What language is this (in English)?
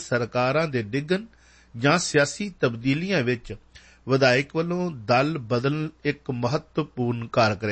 Punjabi